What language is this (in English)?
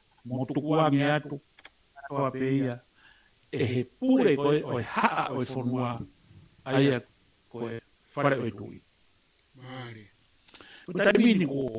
Tongan